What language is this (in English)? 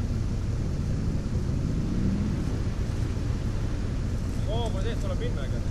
Estonian